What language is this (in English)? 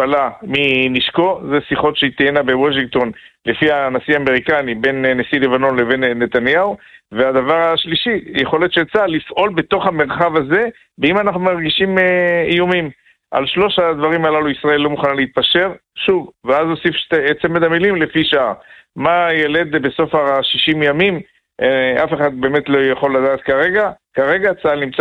Hebrew